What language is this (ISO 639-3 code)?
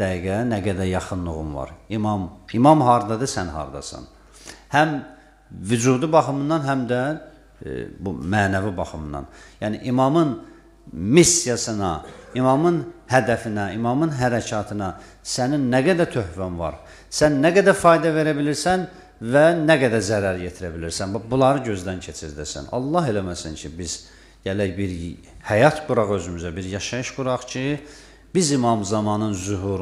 aze